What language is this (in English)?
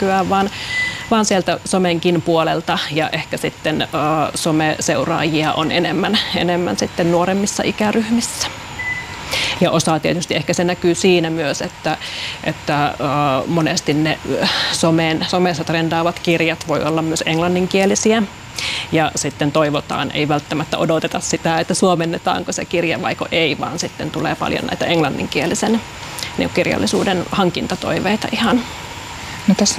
Finnish